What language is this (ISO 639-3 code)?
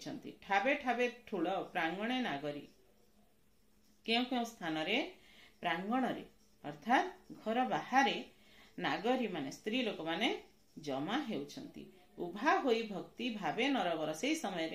ori